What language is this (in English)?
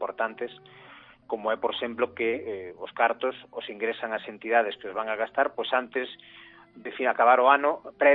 Galician